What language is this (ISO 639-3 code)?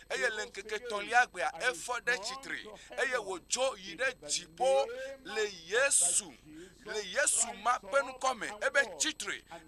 ewe